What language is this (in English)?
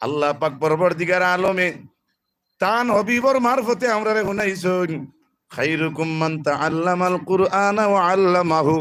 Sylheti